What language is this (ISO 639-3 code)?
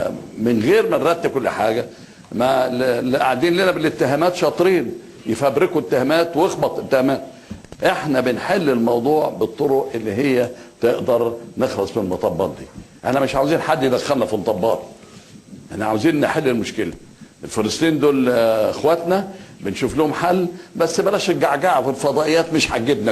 arz